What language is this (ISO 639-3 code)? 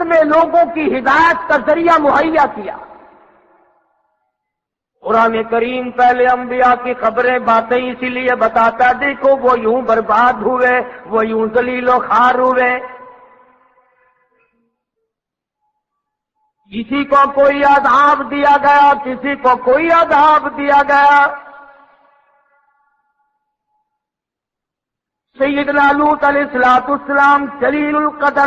urd